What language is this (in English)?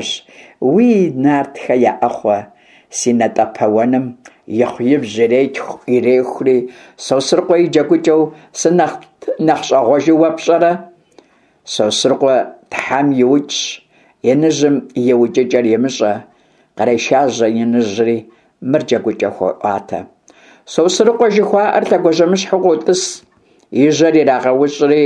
Kabardian